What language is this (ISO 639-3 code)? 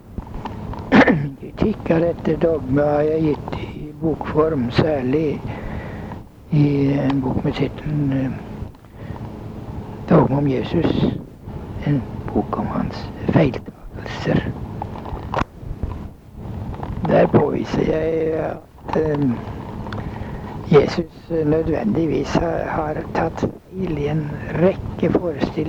nor